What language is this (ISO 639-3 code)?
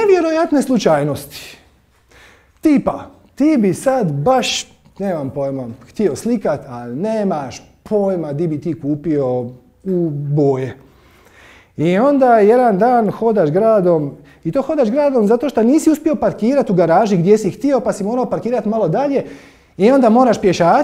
hrv